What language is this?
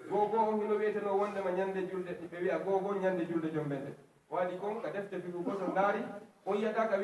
Fula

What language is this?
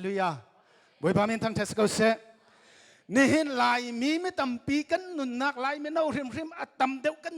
Hakha Chin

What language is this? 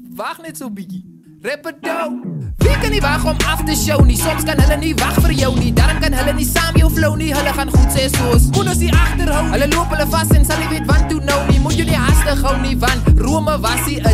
Afrikaans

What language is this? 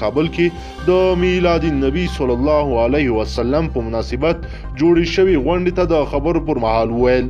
Pashto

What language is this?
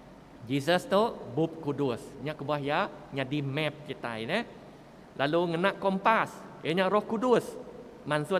Iban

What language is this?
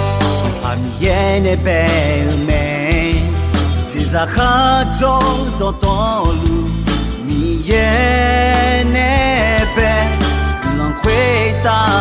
Akha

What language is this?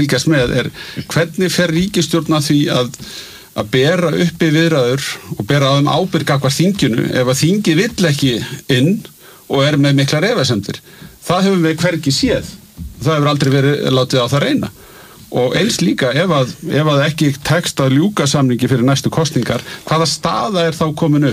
Icelandic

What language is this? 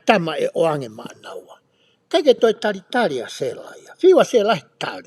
Tongan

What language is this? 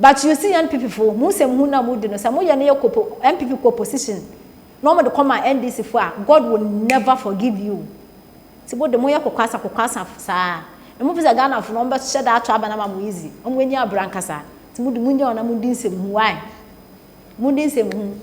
Akan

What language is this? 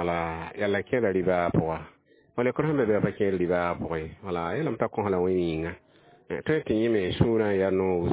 Mossi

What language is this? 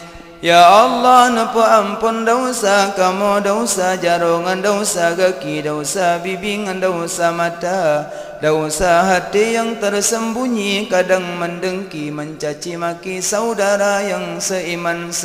Achinese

